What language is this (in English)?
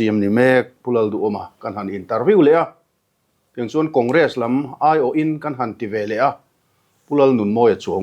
Mizo